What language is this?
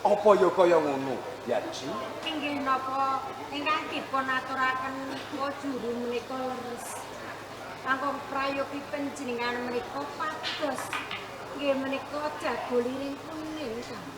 Javanese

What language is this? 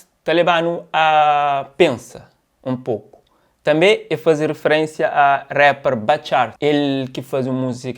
Kabuverdianu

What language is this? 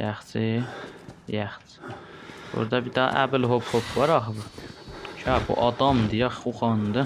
South Azerbaijani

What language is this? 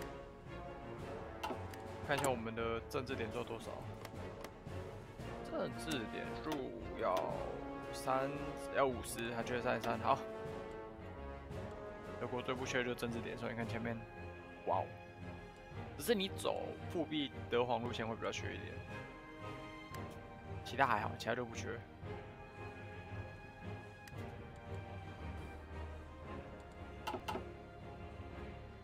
Chinese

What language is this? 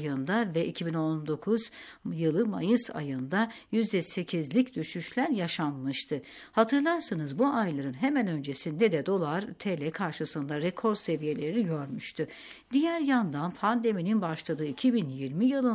Turkish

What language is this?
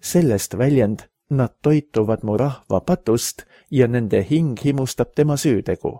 Estonian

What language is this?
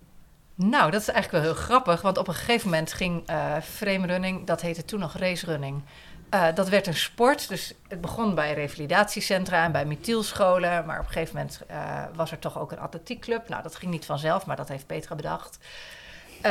Dutch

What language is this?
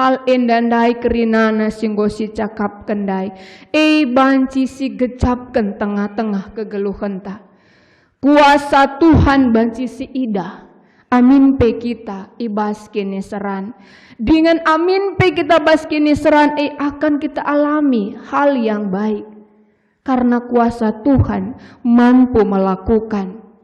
Batak Karo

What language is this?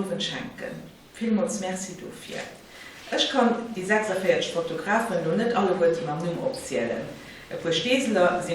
Luxembourgish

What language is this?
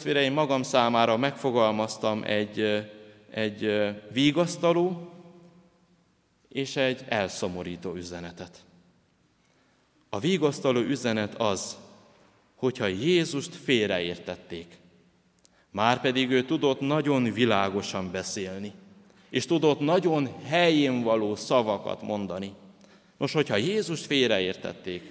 Hungarian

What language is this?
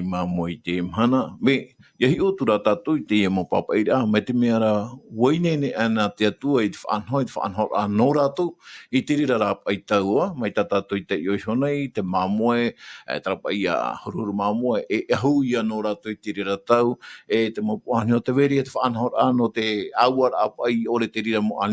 Tahitian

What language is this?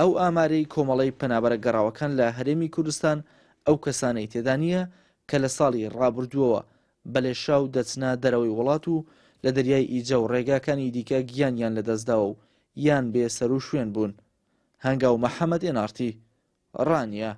Central Kurdish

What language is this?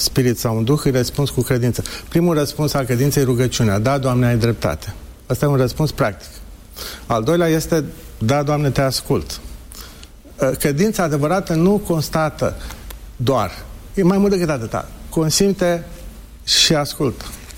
Romanian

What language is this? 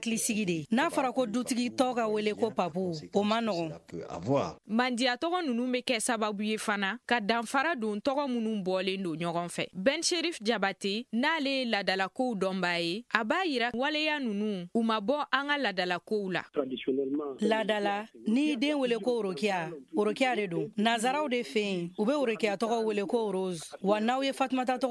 Bambara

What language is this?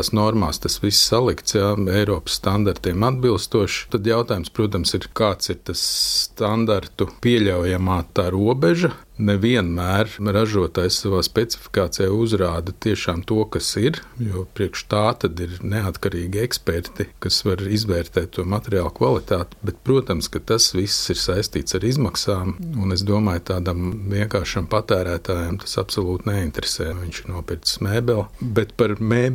Latvian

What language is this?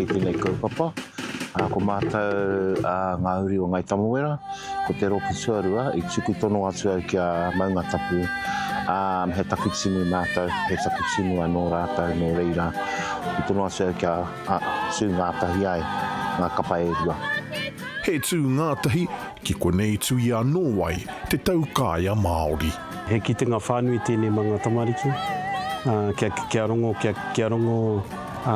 Māori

